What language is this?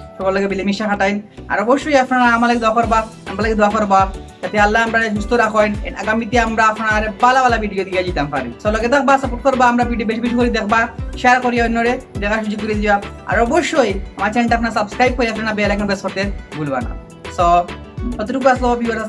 Sylheti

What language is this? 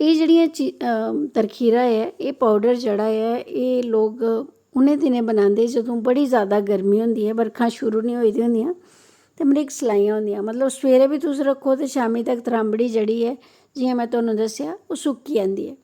Dogri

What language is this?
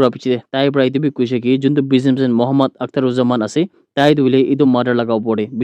Naga Pidgin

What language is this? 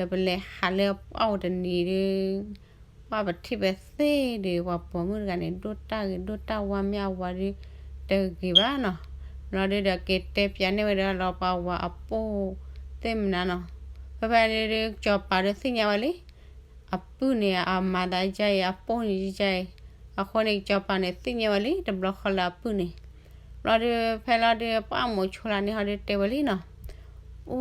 S'gaw Karen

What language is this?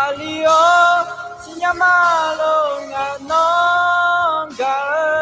Akha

